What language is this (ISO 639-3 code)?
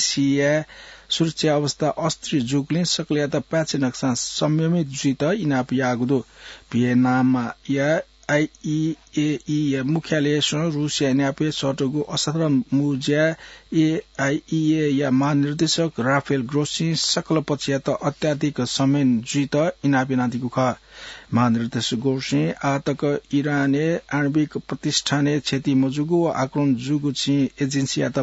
new